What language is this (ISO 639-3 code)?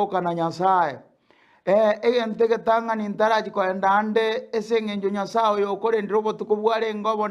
guz